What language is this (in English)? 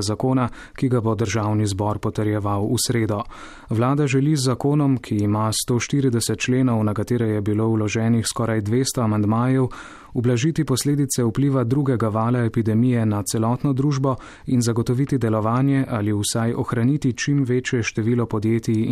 Slovenian